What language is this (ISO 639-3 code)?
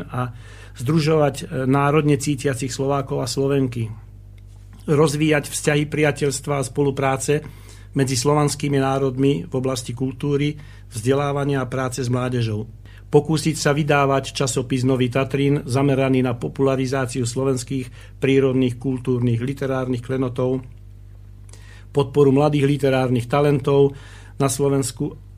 slk